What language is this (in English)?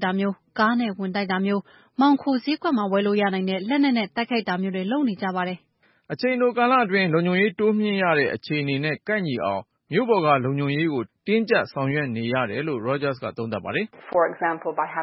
Burmese